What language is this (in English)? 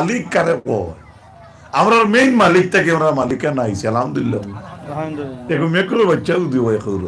Sylheti